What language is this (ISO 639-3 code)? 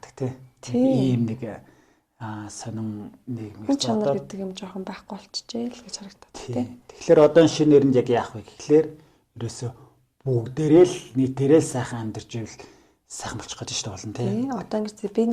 mon